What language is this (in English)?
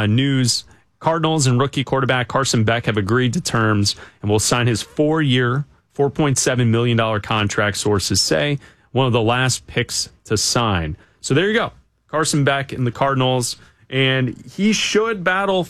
English